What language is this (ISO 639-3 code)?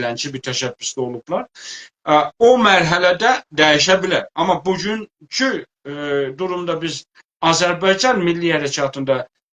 azb